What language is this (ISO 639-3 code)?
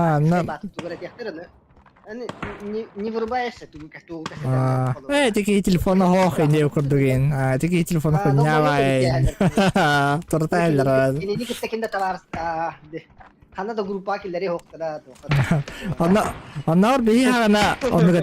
sah